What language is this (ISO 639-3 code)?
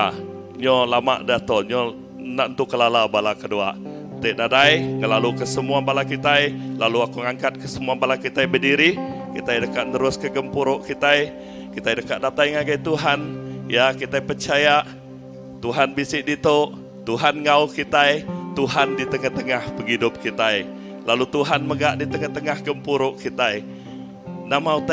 iba